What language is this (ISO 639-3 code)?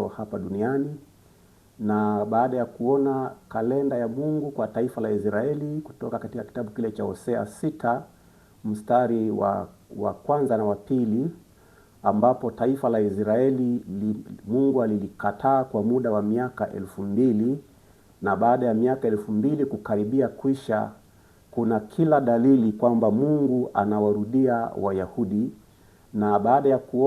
swa